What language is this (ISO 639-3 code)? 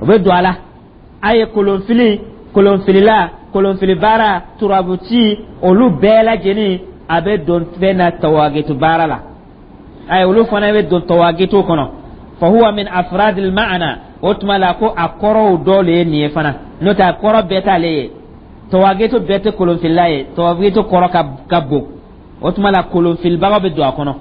dyu